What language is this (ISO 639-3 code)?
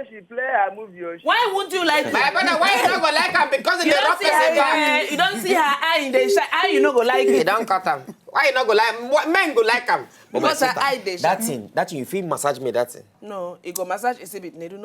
pcm